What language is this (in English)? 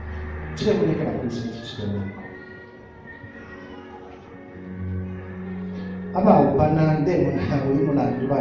Bemba